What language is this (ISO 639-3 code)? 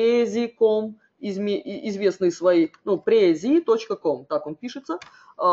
rus